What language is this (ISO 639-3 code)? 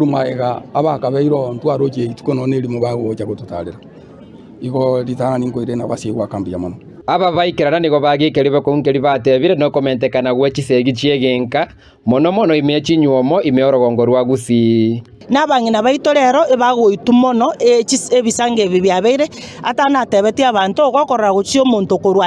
guz